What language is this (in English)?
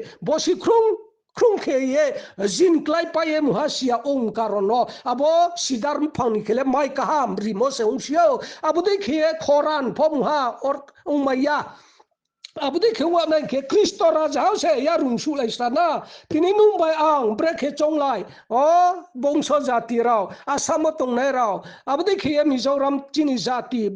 Riang (India)